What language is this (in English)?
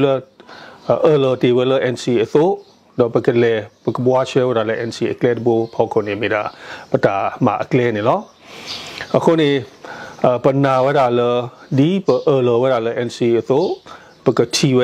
S'gaw Karen